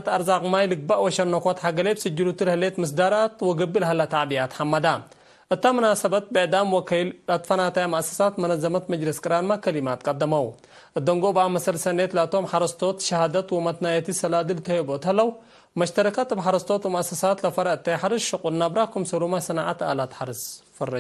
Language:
Tigre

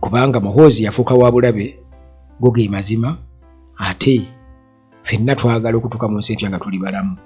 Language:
Ganda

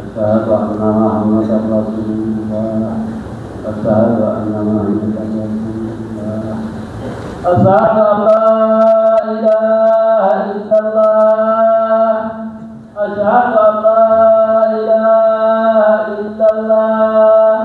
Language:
Fula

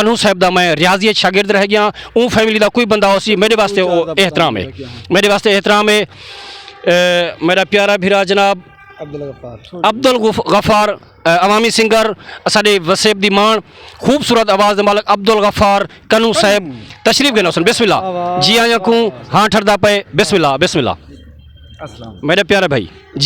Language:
Saraiki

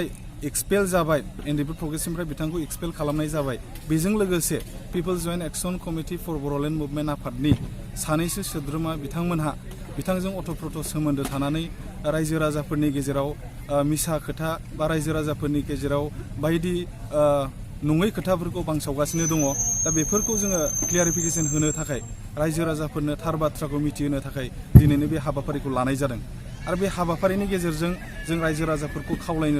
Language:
Bodo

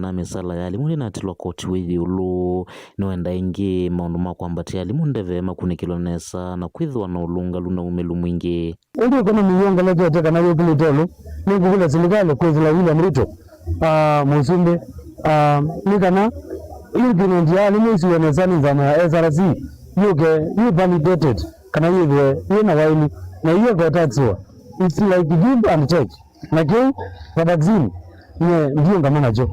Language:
Kamba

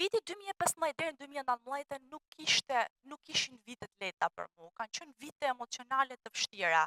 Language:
Albanian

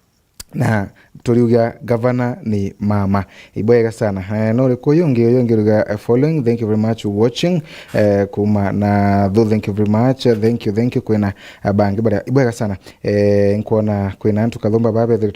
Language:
Meru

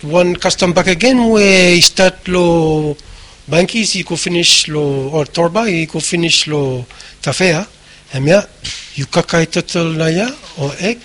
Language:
Bislama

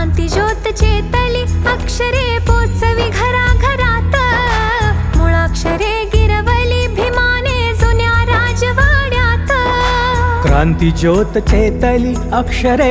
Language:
Marathi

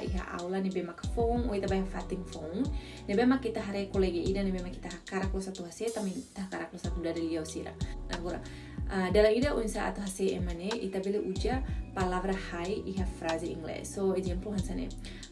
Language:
Tetum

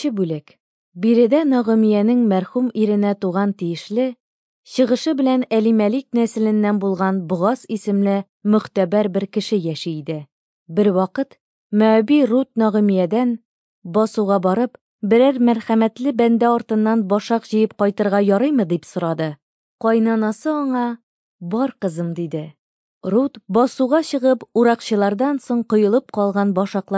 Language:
Tatar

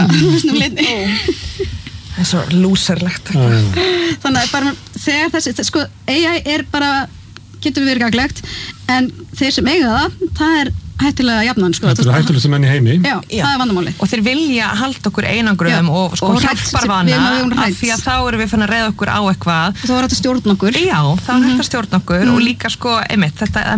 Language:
Icelandic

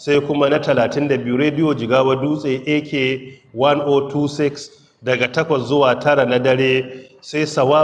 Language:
Hausa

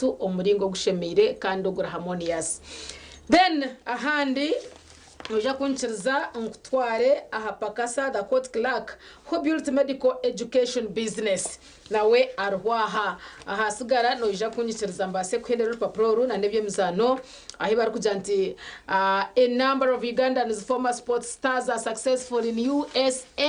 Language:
Nyankole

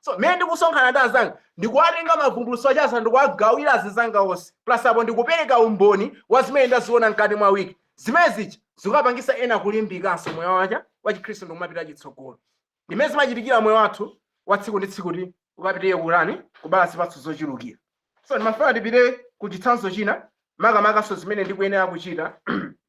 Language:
Nyanja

